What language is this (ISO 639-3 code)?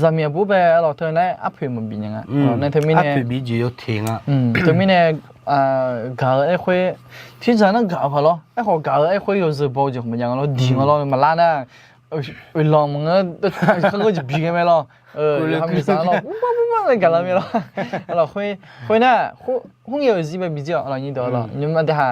ahk